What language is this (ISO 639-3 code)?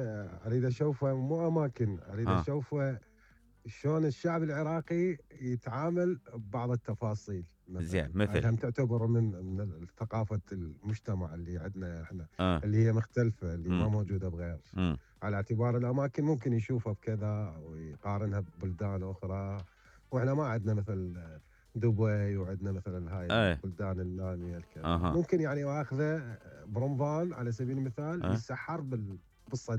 acm